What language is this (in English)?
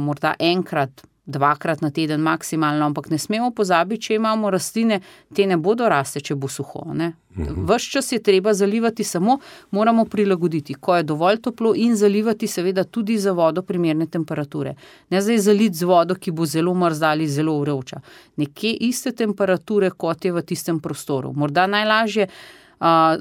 Slovenian